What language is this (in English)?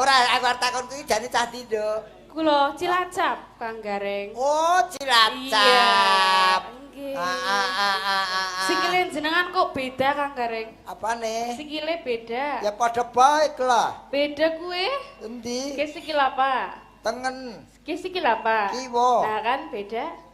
Javanese